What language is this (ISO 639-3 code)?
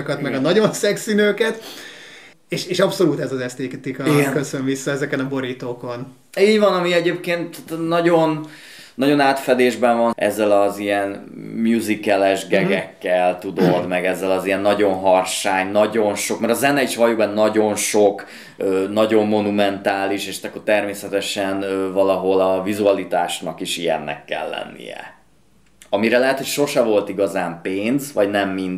hun